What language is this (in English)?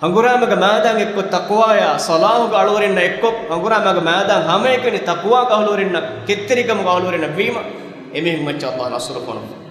Divehi